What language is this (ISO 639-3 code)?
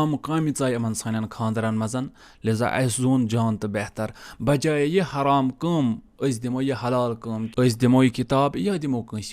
kas